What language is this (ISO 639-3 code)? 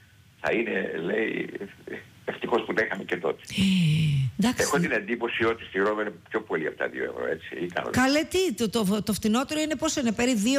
ell